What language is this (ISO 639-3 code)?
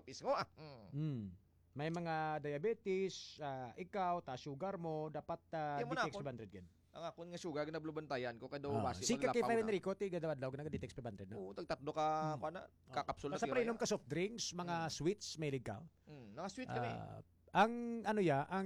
hil